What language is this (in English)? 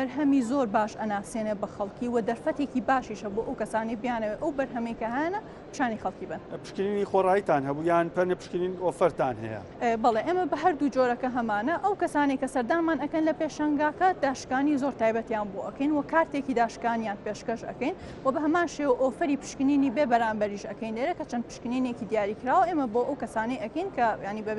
Central Kurdish